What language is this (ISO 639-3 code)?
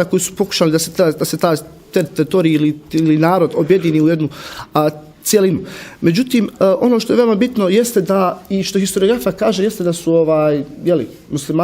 bos